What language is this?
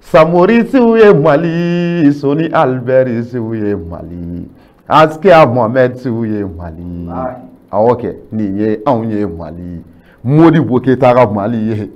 Bambara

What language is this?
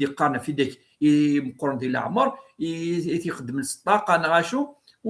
Kabyle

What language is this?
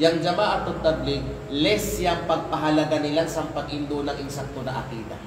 Kalagan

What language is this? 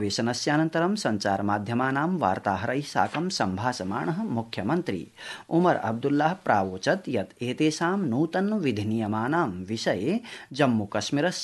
Sanskrit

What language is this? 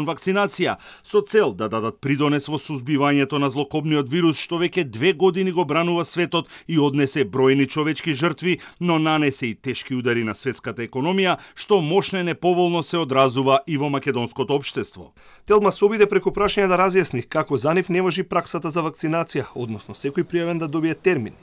Macedonian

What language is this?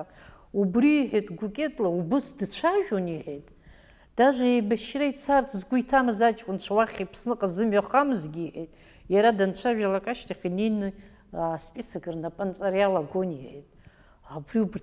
Abkhazian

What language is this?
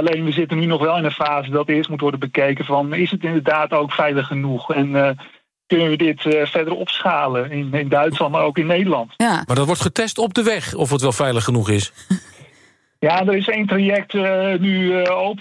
Dutch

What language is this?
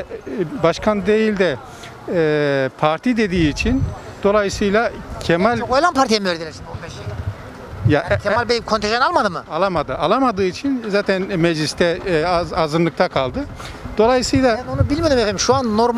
Turkish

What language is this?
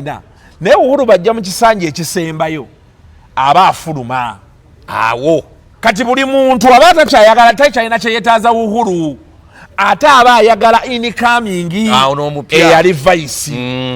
Ganda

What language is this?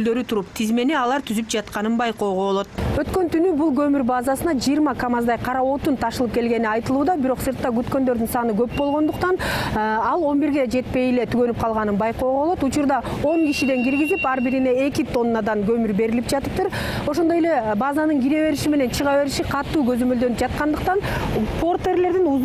Kyrgyz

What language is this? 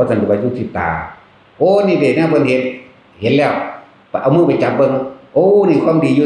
Northeastern Thai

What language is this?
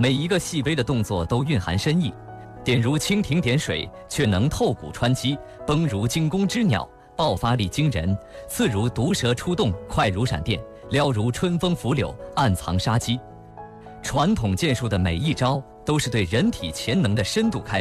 Chinese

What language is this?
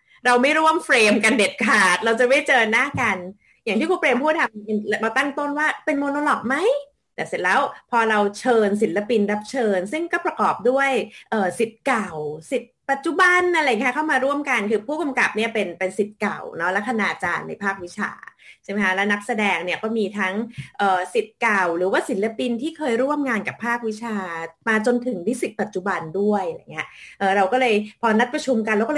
Thai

